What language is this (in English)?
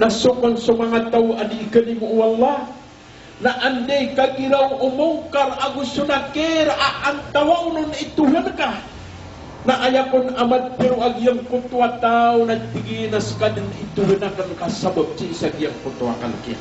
Maranao